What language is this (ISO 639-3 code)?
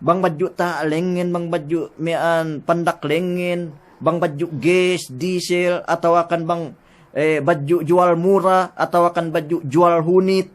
yka